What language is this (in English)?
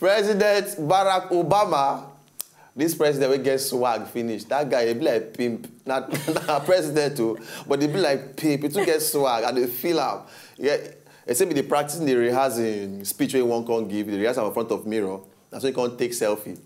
Nigerian Pidgin